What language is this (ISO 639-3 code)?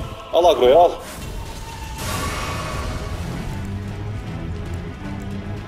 tur